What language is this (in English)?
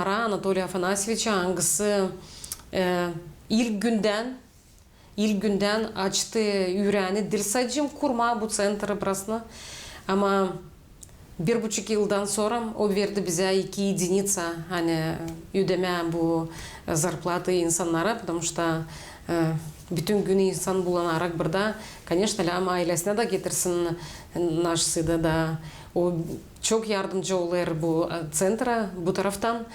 Gagauz